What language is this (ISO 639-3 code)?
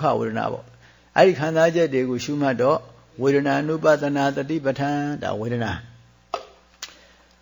mya